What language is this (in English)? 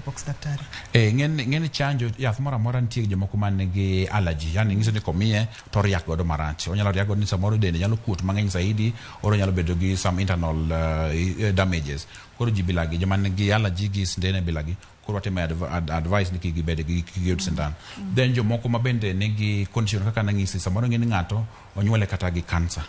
Luo (Kenya and Tanzania)